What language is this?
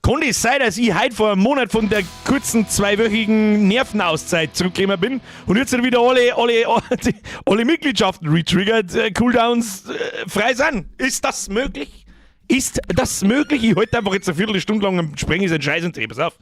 Bavarian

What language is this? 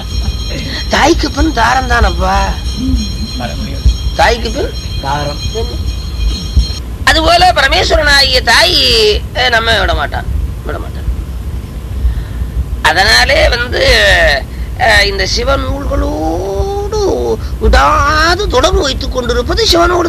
Tamil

